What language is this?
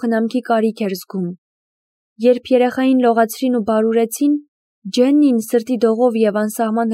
Armenian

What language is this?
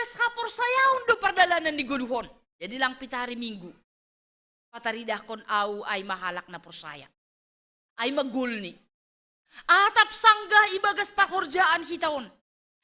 Batak Simalungun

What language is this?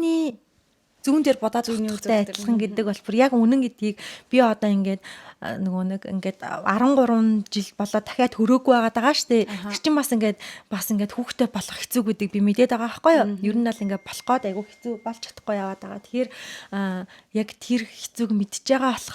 Mongolian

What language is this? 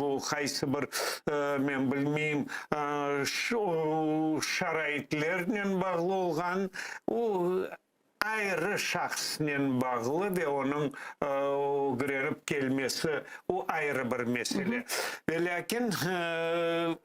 Crimean Tatar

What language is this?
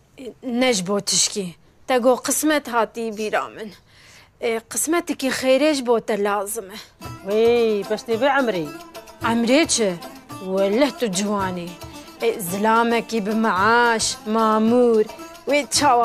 Kurdish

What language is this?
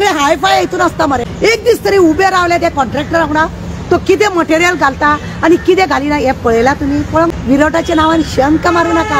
Konkani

